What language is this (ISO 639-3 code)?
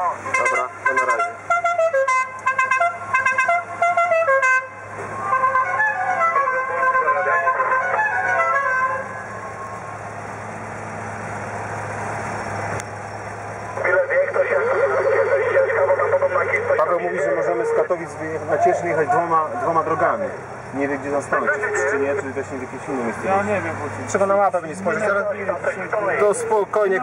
pol